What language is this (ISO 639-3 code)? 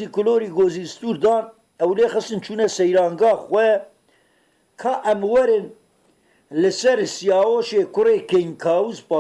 kur